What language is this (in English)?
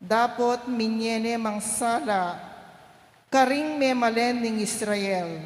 Pampanga